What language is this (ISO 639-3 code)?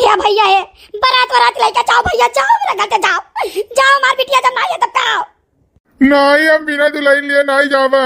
awa